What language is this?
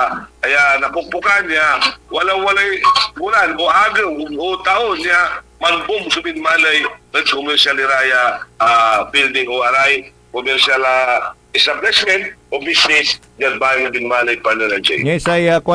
Pangasinan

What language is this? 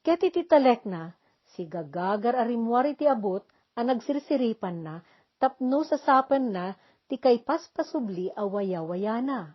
Iloko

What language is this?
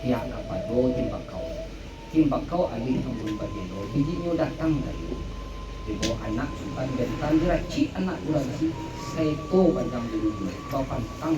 Minangkabau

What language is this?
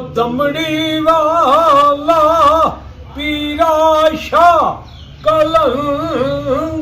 Pahari-Potwari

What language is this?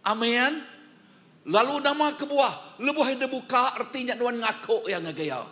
Iban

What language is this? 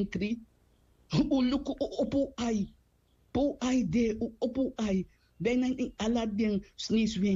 Sranan Tongo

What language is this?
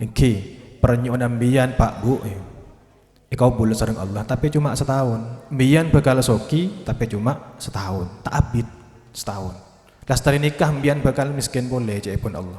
Madurese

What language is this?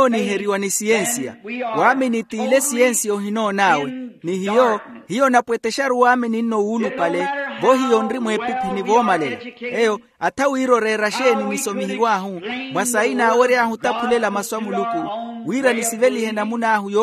Makhuwa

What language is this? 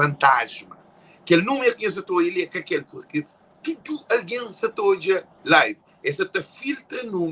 Kabuverdianu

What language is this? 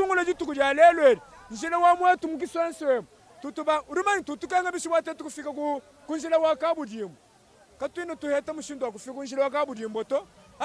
Lingala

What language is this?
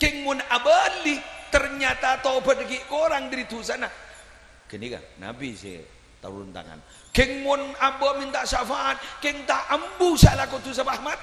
Madurese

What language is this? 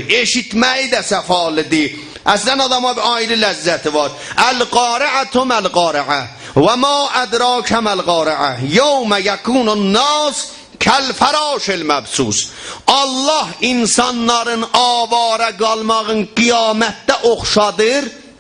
South Azerbaijani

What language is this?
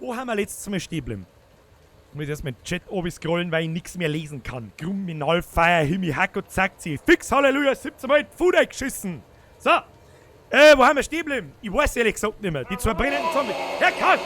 Bavarian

